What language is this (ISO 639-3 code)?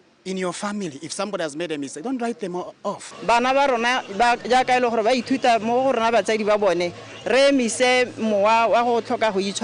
tsn